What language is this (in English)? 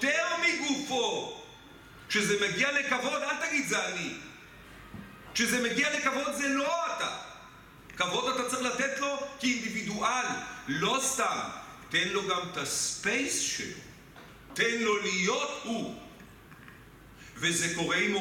Hebrew